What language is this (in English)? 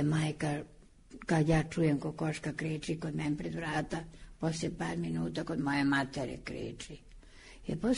Serbian